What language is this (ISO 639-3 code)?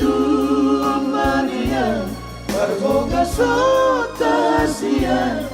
bbc